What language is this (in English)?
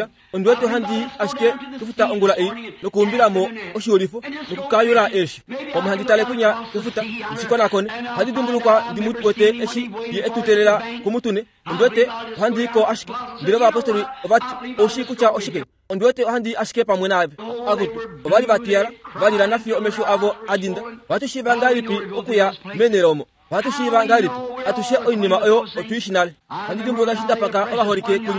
Kuanyama